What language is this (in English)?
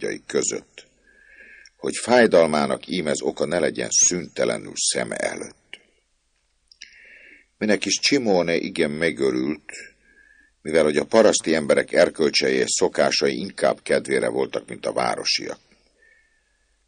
Hungarian